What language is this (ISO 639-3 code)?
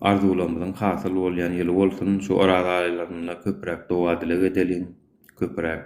tuk